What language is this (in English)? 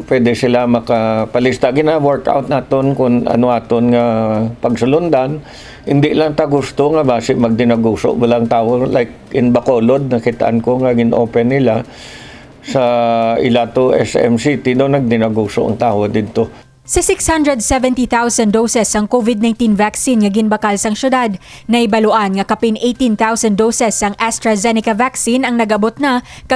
Hiligaynon